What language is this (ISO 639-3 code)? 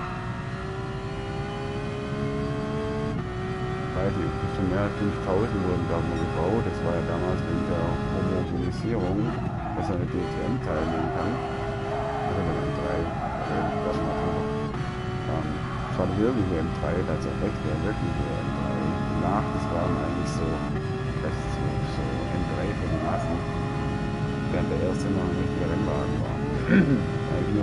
deu